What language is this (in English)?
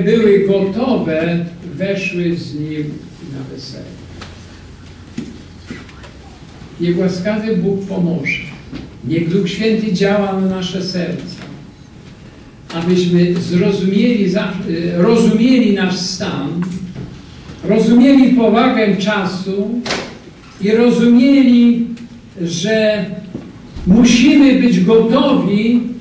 Polish